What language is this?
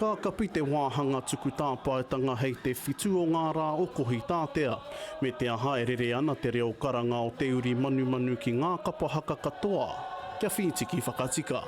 Māori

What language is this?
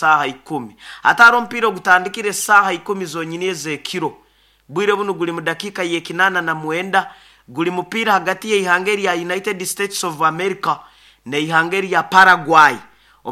Nyoro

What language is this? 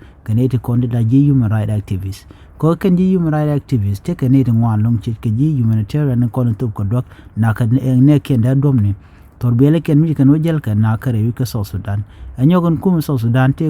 Nuer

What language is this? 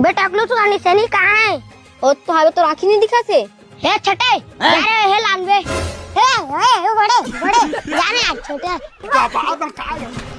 Chhattisgarhi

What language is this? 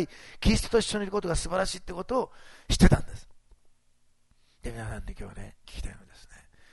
Japanese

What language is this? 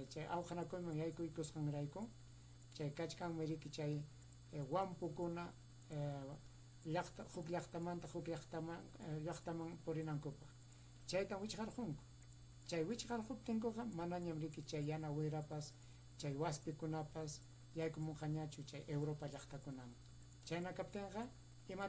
Ayacucho Quechua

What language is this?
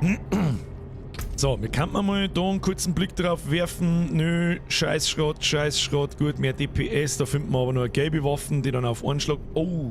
Bavarian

